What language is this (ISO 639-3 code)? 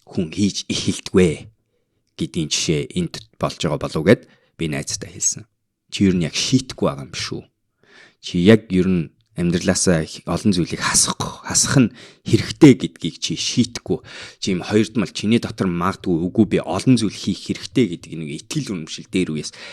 mon